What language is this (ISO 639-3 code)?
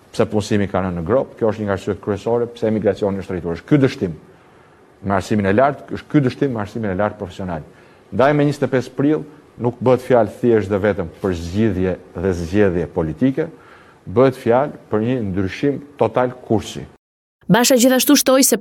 sqi